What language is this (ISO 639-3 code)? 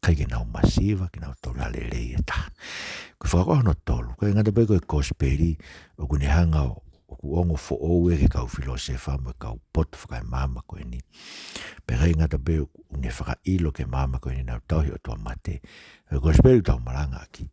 ton